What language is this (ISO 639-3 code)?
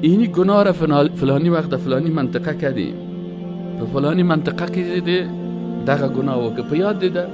fas